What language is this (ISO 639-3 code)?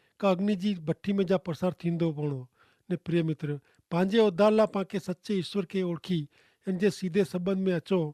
kfr